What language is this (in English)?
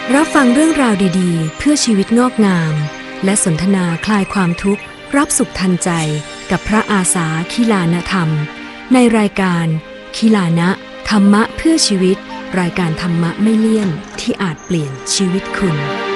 Thai